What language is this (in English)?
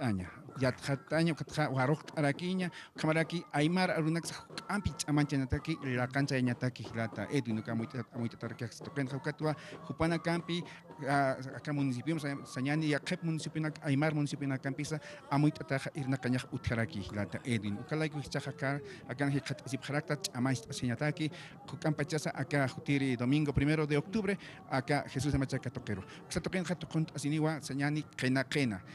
Aymara